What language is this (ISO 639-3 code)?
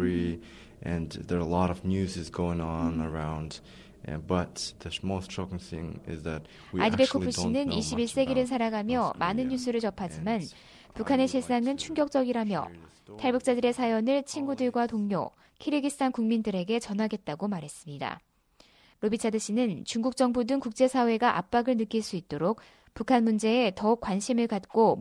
kor